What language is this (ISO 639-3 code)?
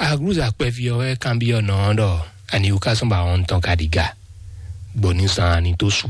fon